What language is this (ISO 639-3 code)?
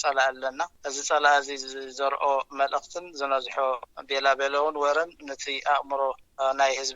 tir